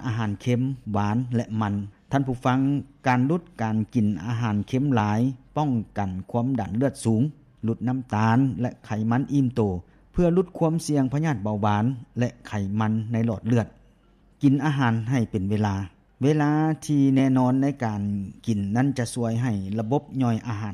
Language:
Lao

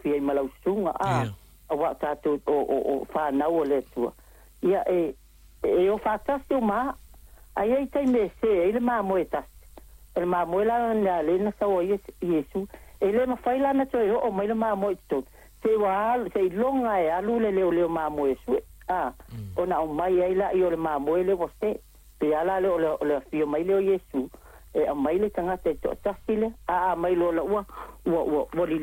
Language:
Samoan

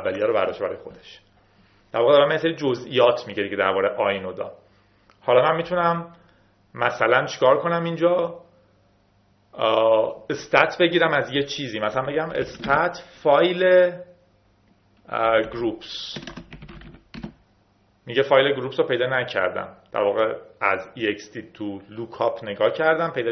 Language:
Persian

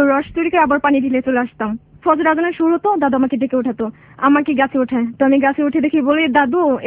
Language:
Bangla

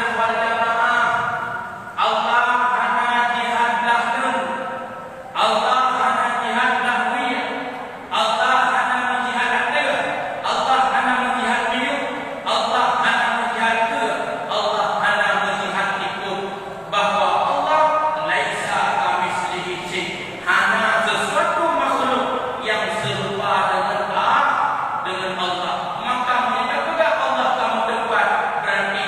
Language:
Achinese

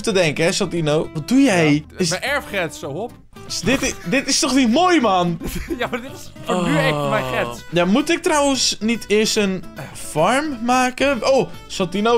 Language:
Dutch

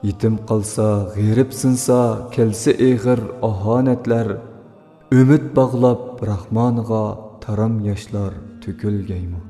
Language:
Uyghur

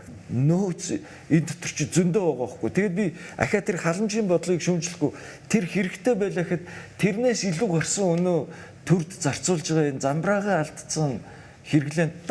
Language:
Mongolian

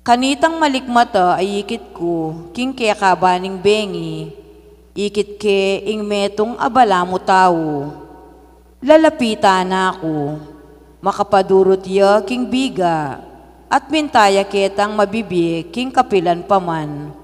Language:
Pampanga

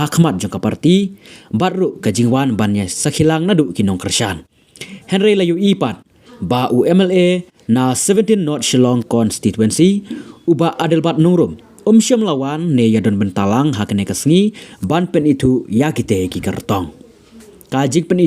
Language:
Khasi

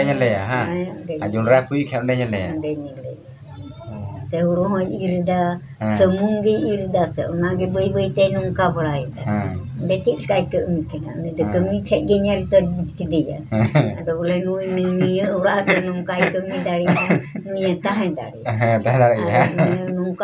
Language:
Santali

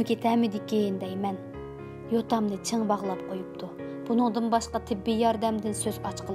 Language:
Uyghur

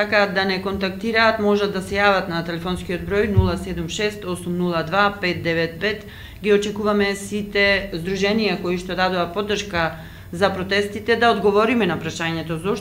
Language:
Macedonian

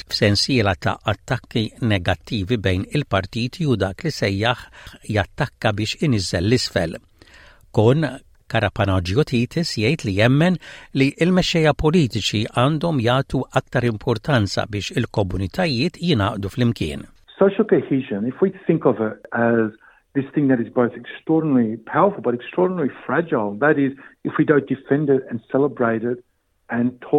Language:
Maltese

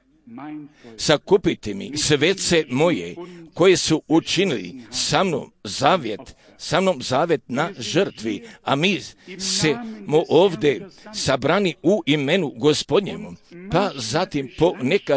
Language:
Croatian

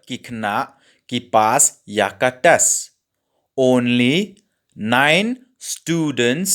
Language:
Khasi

